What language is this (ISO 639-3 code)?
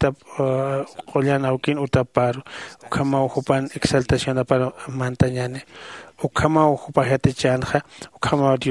aym